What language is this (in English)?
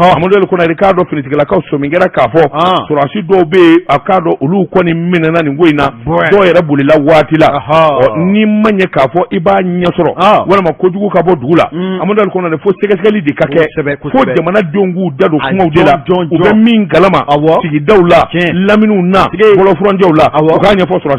Bambara